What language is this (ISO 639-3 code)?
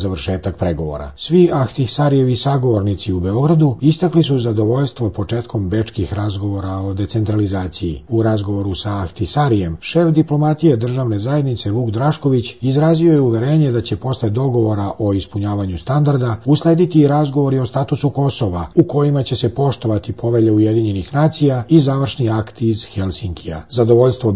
srp